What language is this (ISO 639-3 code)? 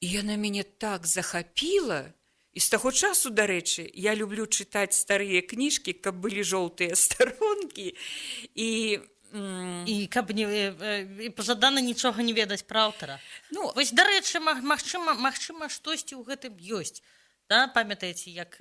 bel